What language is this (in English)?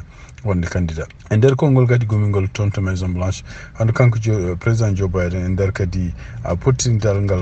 Fula